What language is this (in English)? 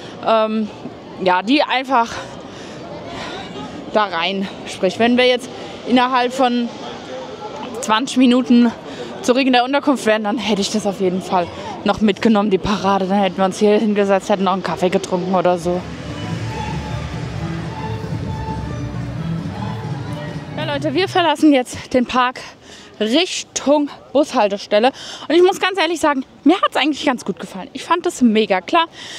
German